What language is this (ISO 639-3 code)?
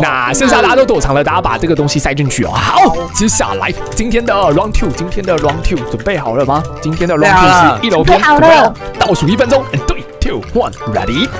zho